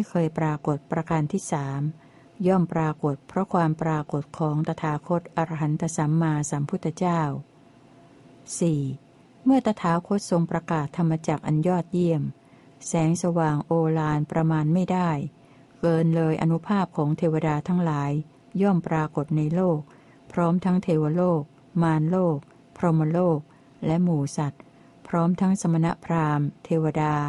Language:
Thai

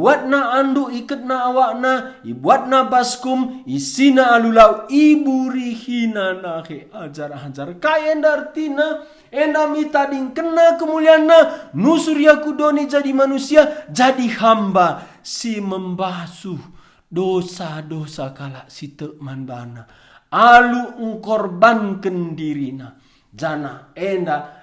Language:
Batak Karo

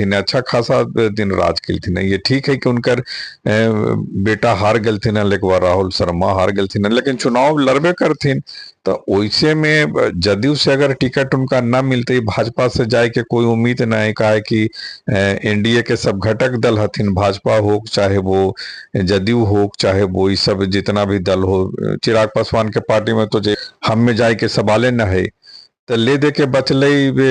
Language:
Magahi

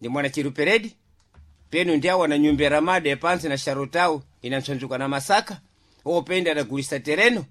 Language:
Sena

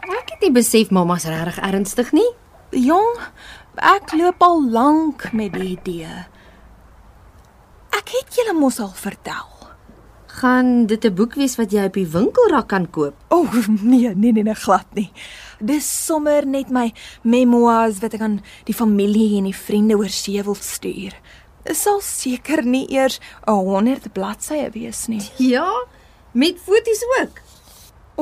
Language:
Afrikaans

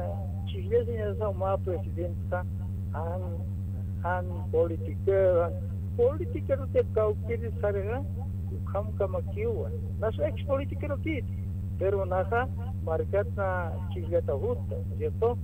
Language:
Aymara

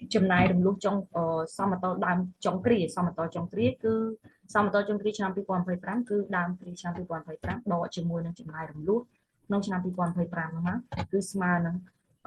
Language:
Khmer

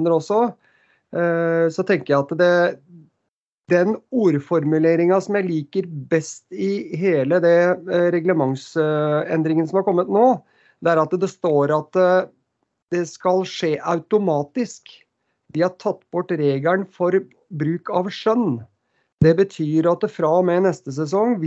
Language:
Norwegian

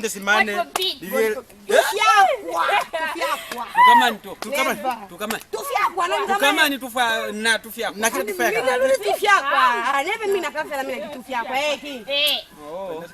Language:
Lozi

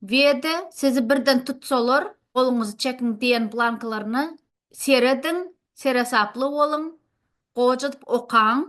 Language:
Turkmen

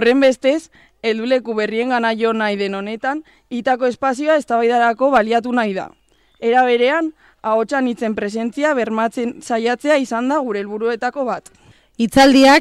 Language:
Basque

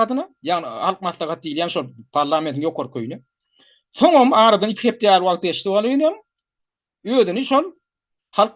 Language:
Turkmen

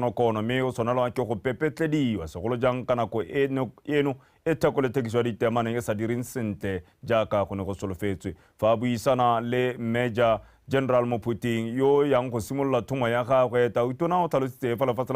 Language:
Tswana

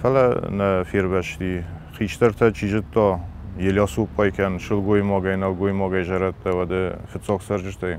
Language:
Ossetic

